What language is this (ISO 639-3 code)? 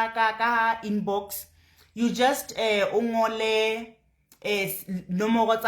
sot